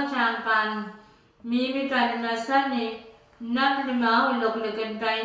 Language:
Pohnpeian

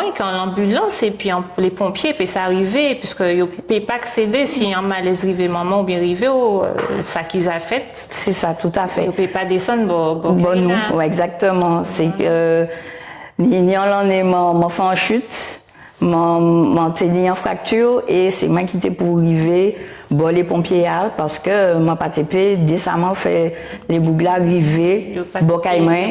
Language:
Guadeloupean Creole French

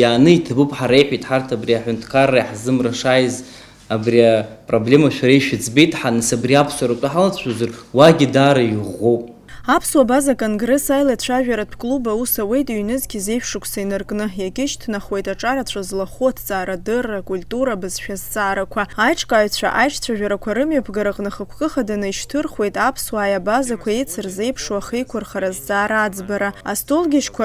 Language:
Abkhazian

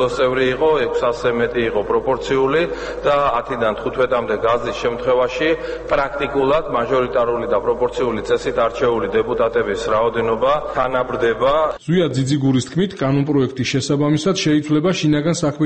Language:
Georgian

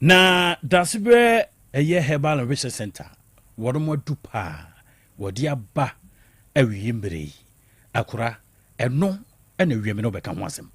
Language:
Akan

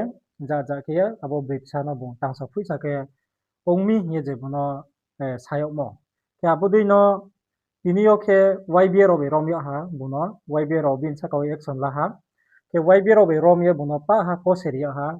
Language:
Riang (India)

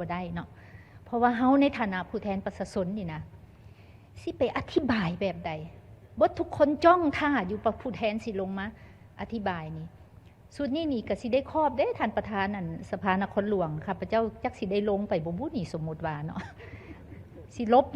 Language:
Lao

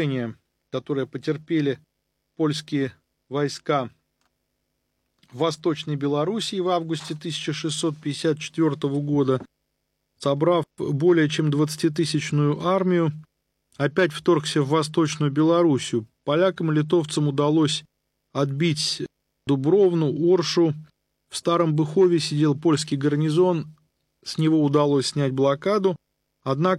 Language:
Russian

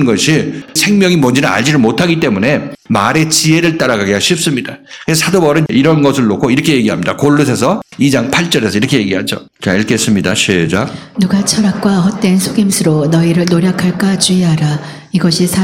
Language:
Korean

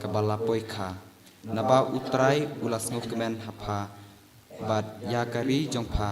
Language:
Khasi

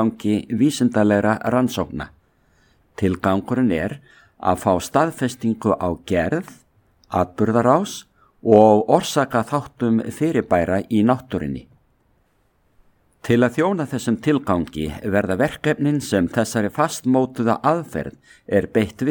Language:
Icelandic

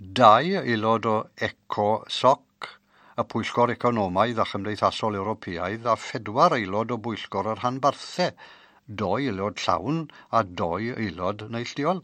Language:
Welsh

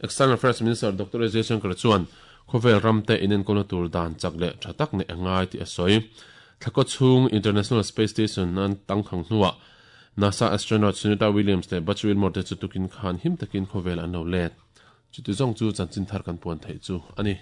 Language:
Mizo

